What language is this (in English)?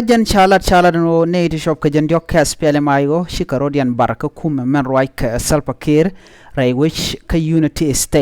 Nuer